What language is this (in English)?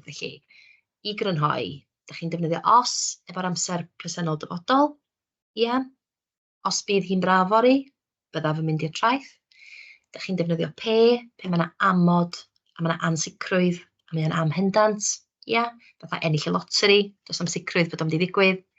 Welsh